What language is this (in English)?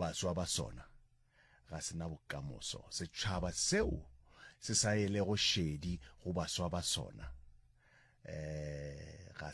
Northern Sotho